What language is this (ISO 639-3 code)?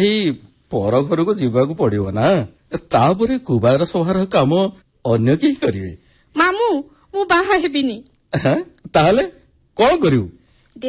ori